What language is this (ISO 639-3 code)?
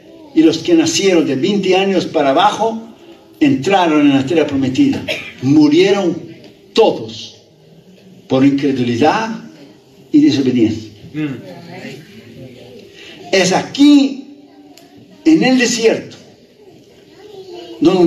spa